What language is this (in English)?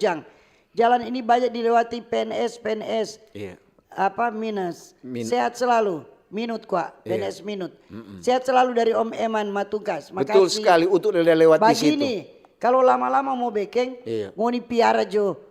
Manado Malay